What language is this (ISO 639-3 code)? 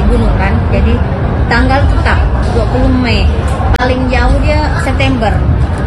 ind